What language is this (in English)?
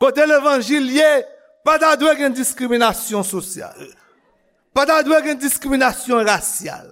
Haitian Creole